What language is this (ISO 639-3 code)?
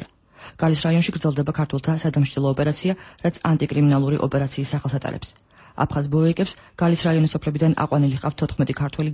kat